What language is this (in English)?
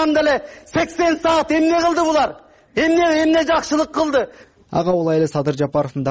Kyrgyz